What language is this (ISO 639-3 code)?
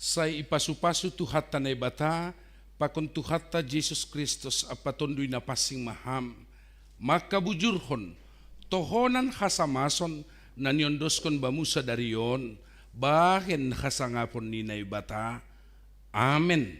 bts